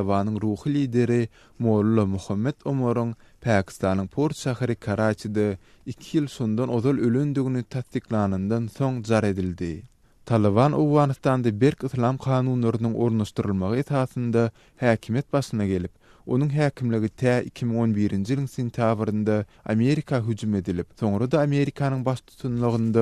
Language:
Turkmen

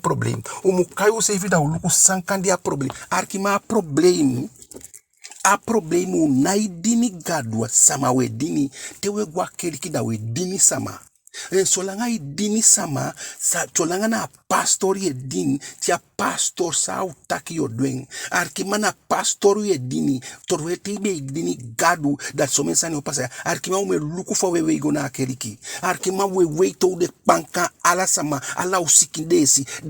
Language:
Eastern Maroon Creole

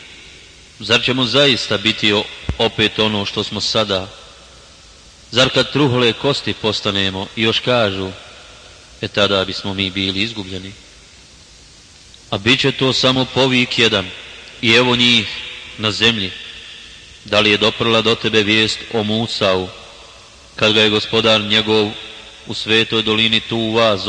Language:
Bosnian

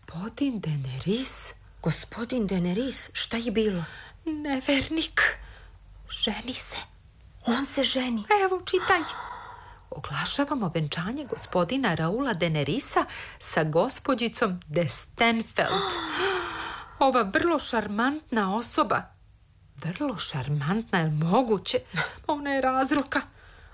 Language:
Serbian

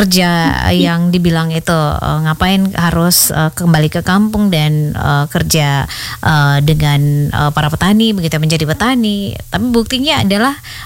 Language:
Indonesian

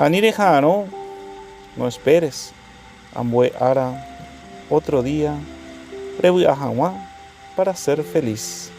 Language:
Guarani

